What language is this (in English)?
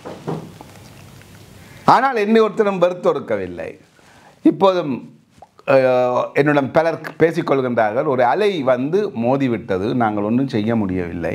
Tamil